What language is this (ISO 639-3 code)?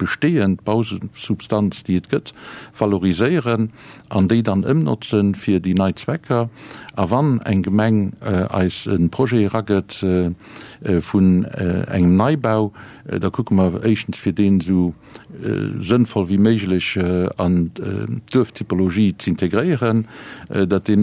ltz